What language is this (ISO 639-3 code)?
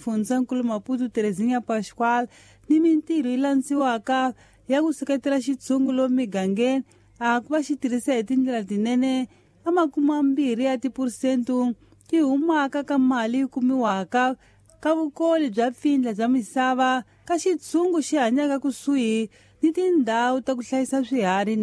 tso